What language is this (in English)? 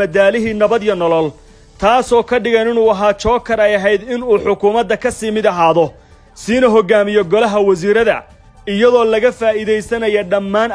Somali